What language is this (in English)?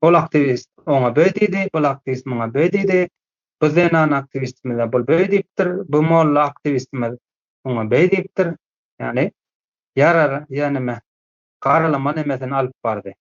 Turkmen